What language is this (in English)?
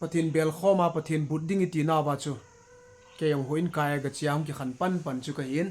Thado Chin